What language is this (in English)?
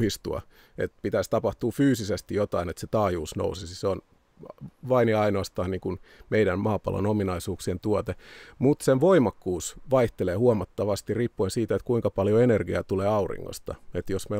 Finnish